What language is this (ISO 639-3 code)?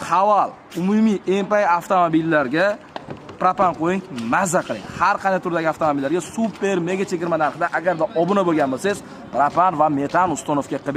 uzb